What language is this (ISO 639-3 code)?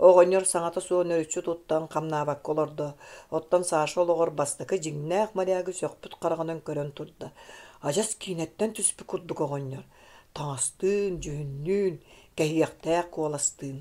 sah